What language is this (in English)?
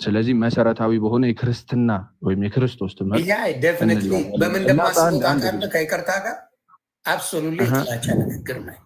Amharic